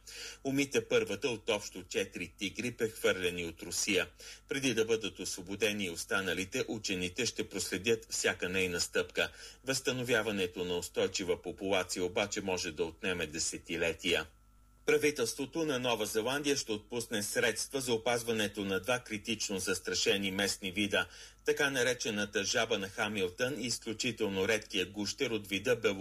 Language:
Bulgarian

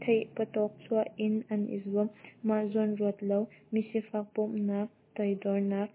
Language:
Hakha Chin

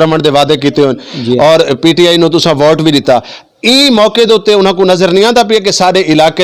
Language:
Western Panjabi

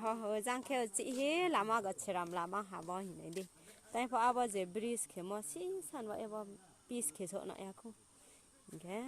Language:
Riang (India)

